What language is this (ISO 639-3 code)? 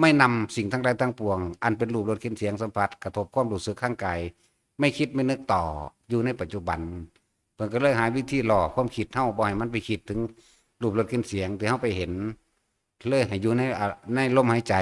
tts